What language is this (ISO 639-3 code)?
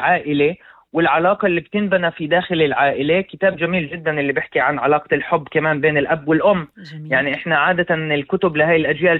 apc